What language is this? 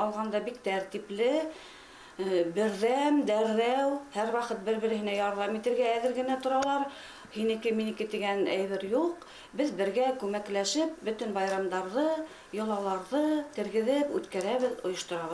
Bashkir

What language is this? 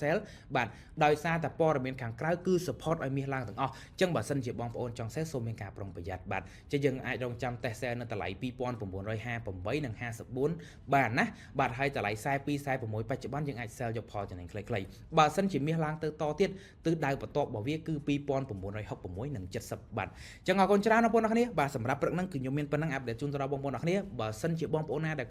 Khmer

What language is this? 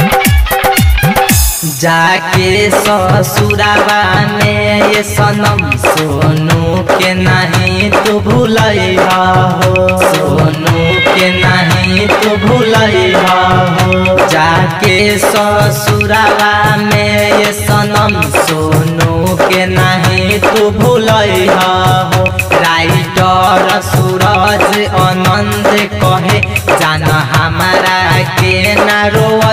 Bhojpuri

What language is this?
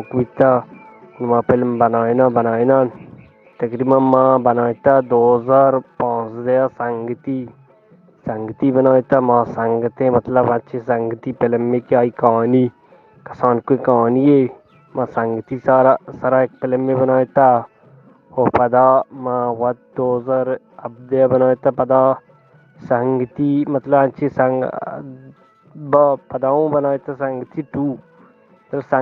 Eastern Balochi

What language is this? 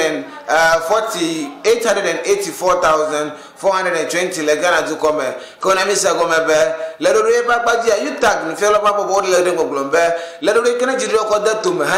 Ewe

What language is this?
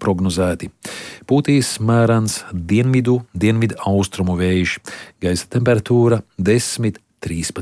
Latvian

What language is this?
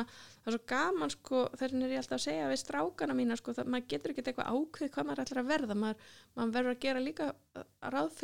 Icelandic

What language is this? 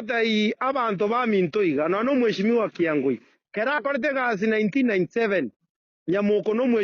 Gusii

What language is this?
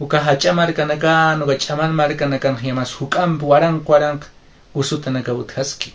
Aymara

